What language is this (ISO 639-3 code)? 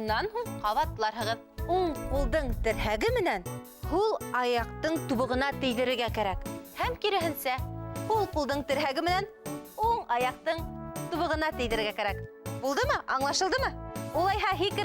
bak